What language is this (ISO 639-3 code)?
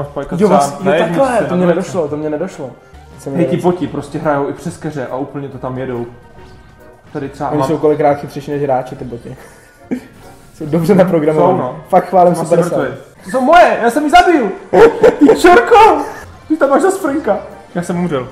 ces